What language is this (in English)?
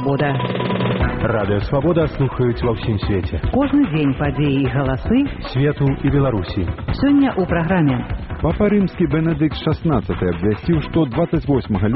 Belarusian